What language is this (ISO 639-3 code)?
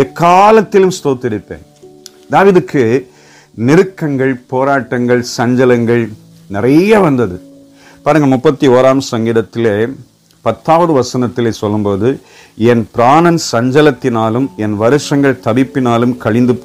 tam